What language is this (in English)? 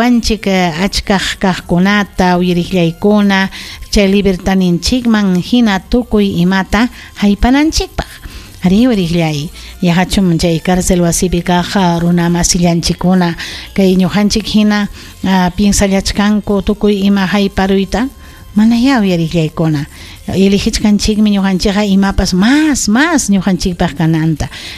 Ayacucho Quechua